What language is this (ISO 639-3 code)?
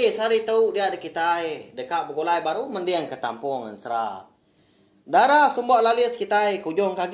iba